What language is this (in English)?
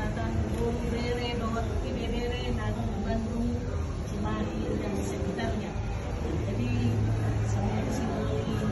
Batak Toba